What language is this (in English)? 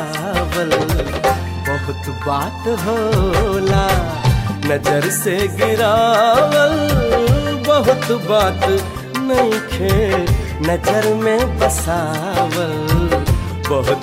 Bhojpuri